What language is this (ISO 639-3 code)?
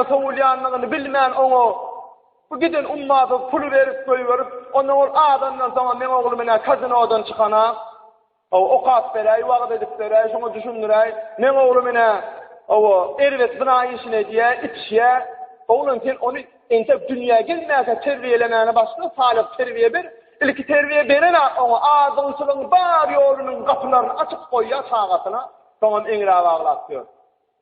tuk